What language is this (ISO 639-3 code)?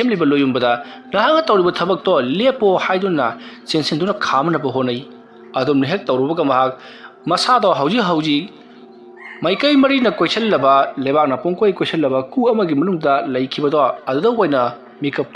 mni